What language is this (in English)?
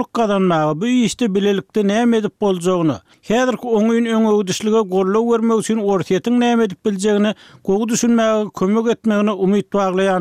Turkmen